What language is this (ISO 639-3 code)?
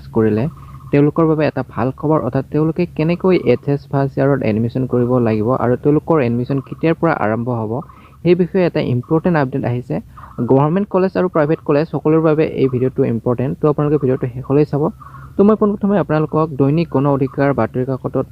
asm